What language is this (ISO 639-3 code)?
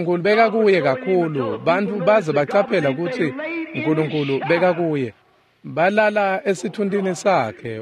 ssw